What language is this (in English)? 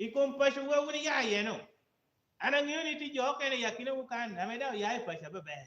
Lango (Uganda)